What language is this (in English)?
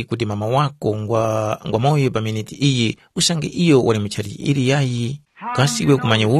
Tumbuka